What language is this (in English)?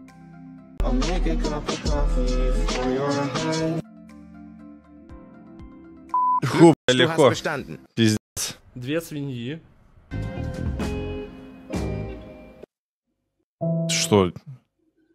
Russian